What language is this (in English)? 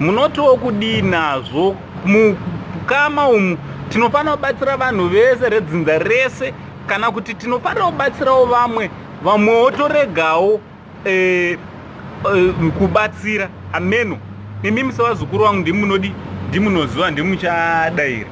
Shona